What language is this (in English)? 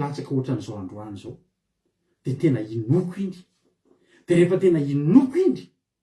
Malagasy